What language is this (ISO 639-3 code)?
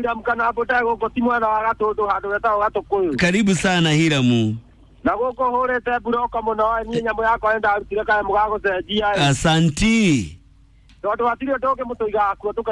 kik